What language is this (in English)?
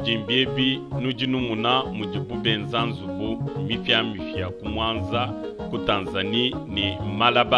Luba-Lulua